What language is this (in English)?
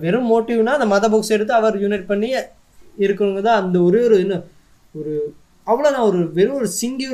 Tamil